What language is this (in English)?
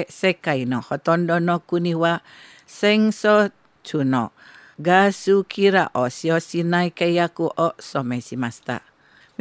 Japanese